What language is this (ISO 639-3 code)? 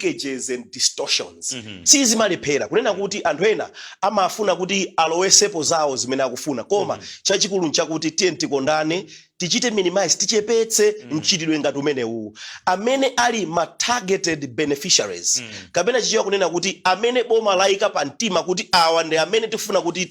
nya